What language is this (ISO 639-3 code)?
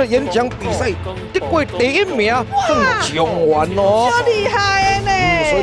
nan